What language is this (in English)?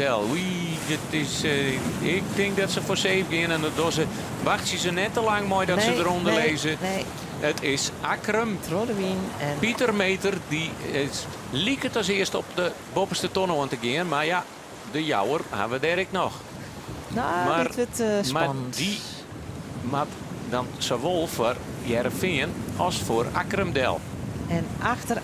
Western Frisian